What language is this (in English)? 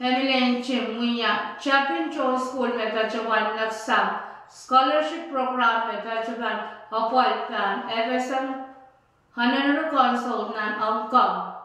Pohnpeian